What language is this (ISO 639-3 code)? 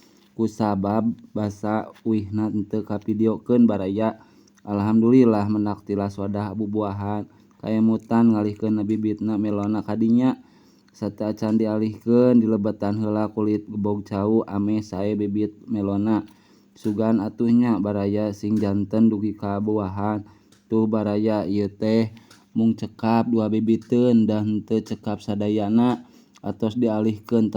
sun